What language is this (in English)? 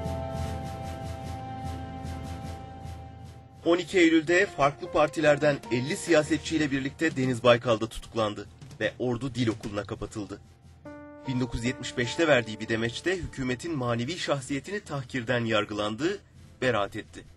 Turkish